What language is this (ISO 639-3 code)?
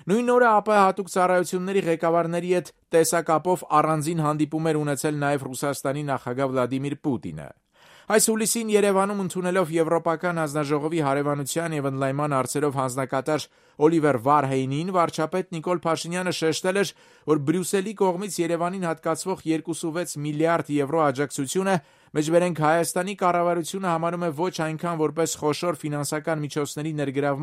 hye